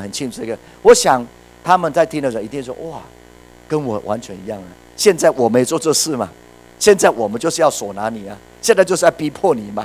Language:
Chinese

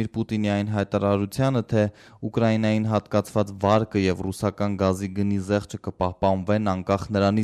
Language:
Armenian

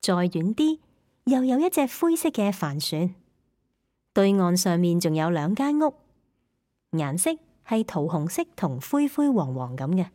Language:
Cantonese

